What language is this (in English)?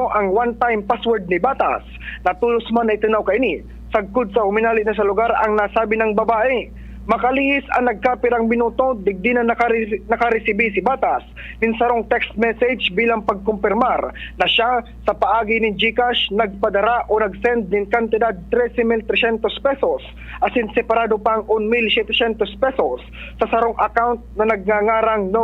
Bikol